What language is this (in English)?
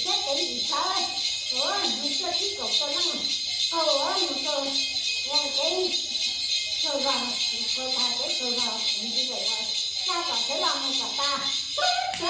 Hmong